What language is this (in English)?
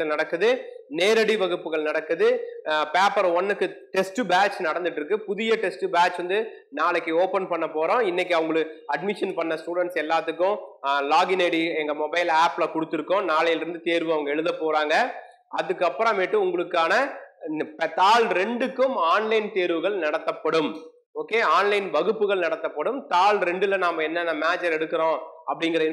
Tamil